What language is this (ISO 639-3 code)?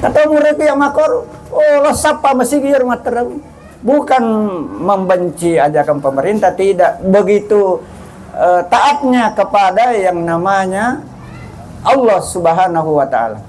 bug